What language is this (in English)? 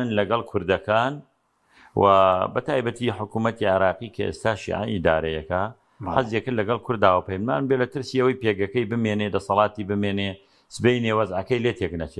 Central Kurdish